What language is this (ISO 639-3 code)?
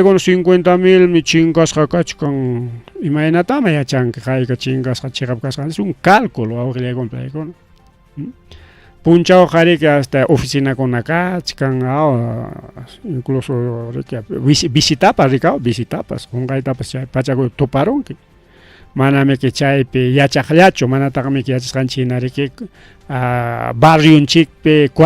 quy